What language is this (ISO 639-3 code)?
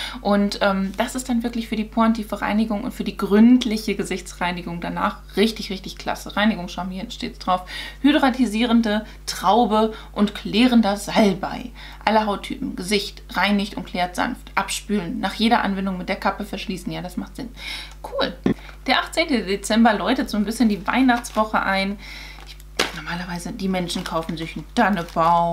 deu